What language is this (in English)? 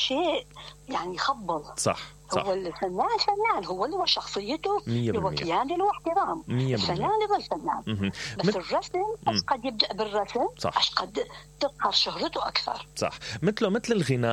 Mesopotamian Arabic